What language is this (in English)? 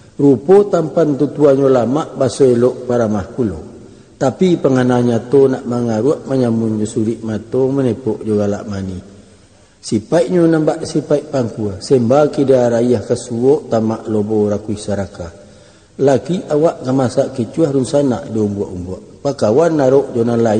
Minangkabau